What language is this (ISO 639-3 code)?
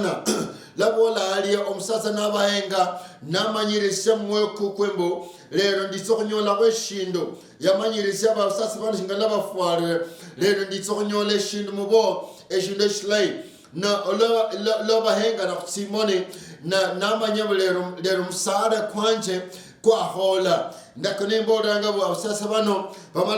luy